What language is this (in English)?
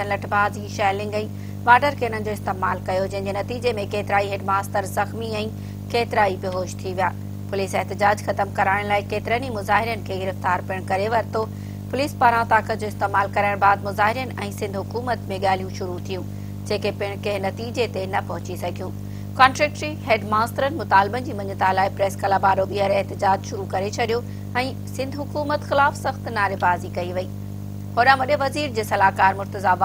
Sindhi